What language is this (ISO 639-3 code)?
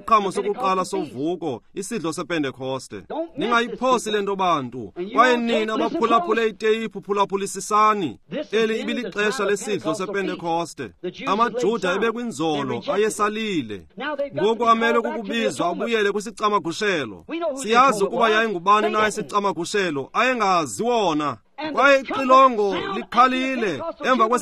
xho